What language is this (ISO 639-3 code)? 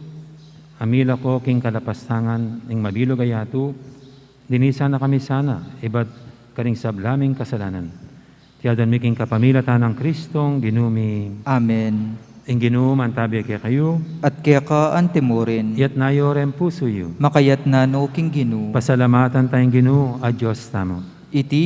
pam